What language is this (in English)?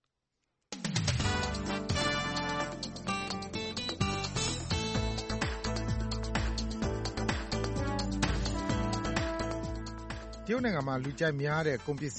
Burmese